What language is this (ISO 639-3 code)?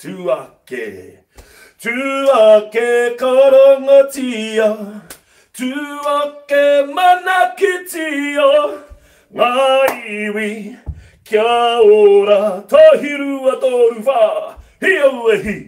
mri